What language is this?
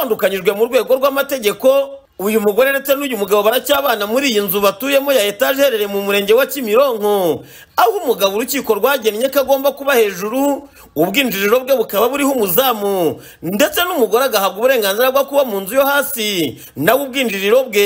Kinyarwanda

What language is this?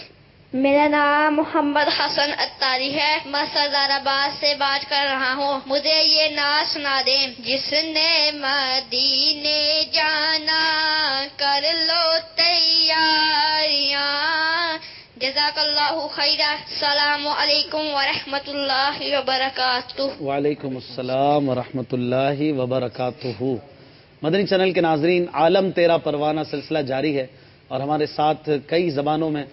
Urdu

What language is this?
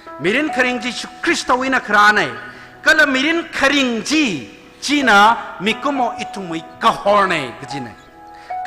Tangkhul Naga (India)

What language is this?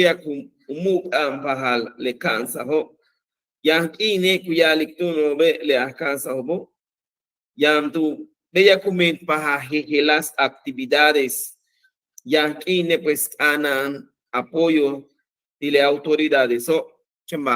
Yucateco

